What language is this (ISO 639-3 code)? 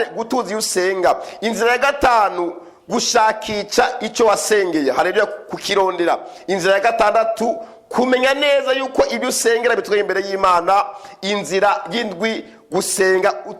run